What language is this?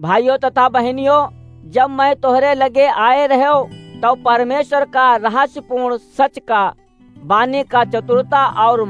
Awadhi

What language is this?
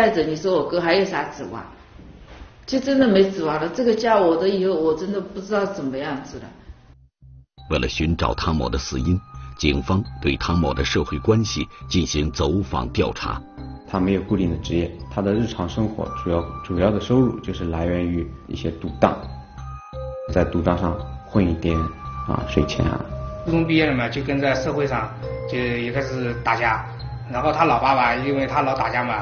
Chinese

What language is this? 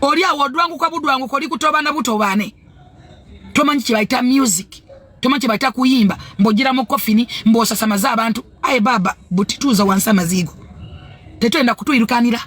Ganda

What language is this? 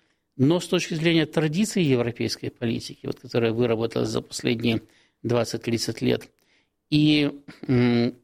Russian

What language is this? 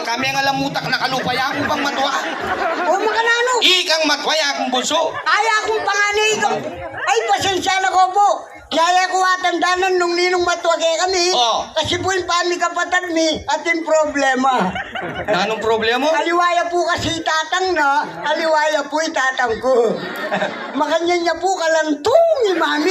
Pampanga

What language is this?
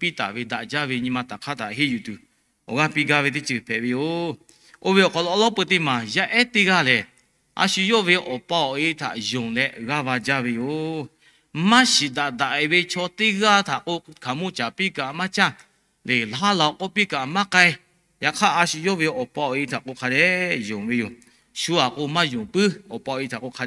Lahu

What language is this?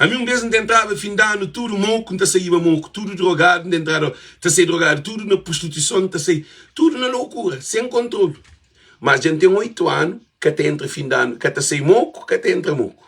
Kabuverdianu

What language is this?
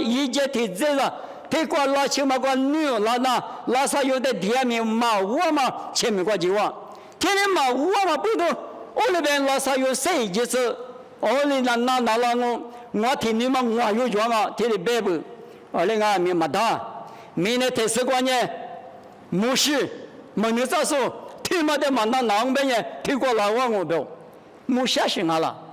Lisu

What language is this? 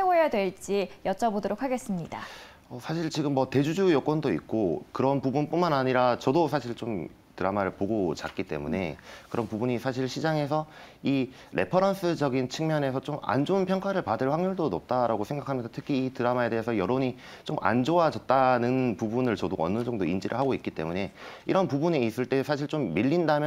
Korean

